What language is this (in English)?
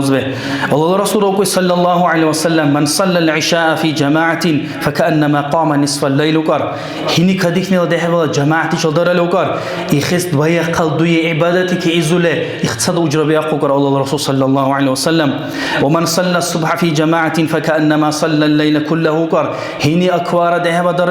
Dargwa